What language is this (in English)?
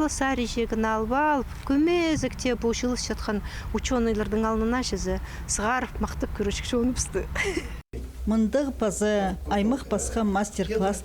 Khakas